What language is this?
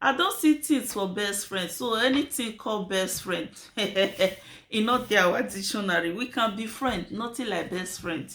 Nigerian Pidgin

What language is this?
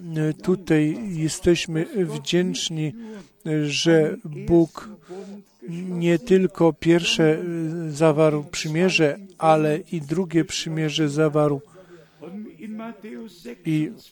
Polish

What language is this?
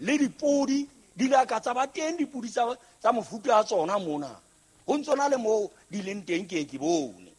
Southern Sotho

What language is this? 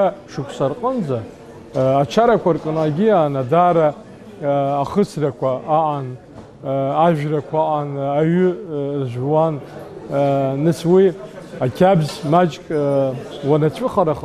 Abkhazian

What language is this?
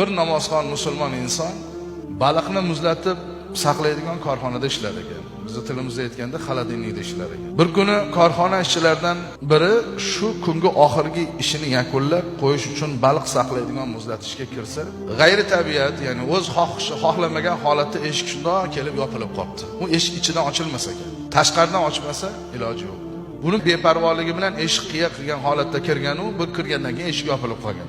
Uzbek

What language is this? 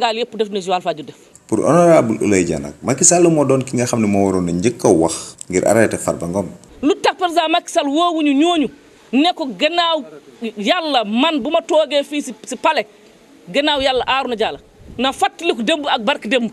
Wolof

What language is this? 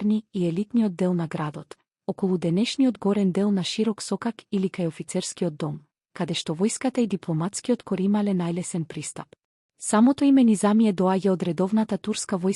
Macedonian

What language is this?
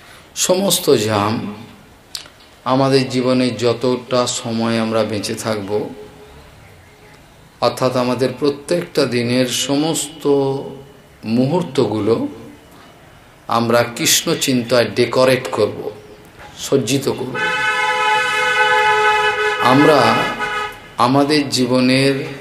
Bangla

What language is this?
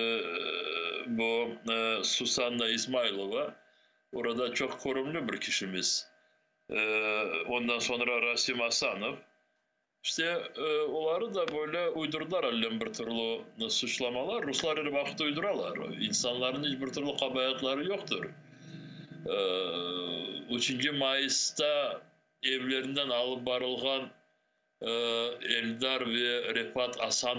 Crimean Tatar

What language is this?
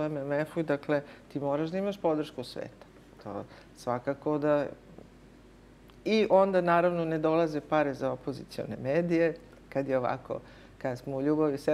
Serbian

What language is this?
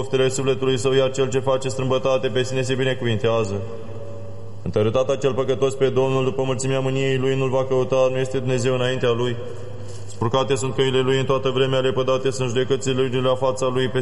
Romanian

